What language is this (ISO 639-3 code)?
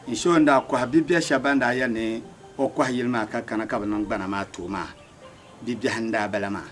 dag